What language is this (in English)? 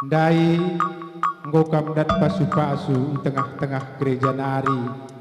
Batak Karo